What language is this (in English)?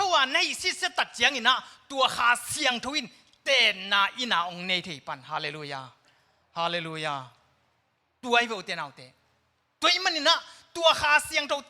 Tedim Chin